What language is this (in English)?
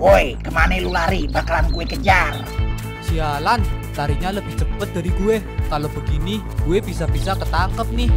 Betawi